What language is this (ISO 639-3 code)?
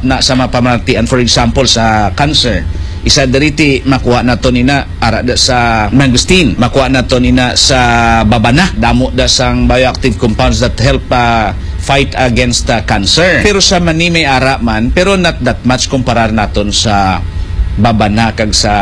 hil